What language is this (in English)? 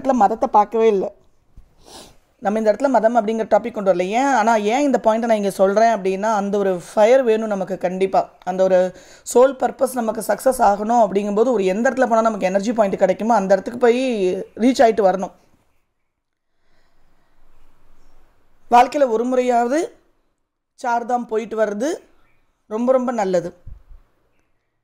Tamil